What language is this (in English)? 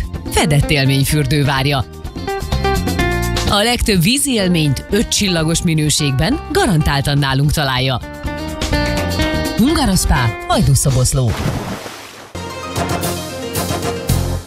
Hungarian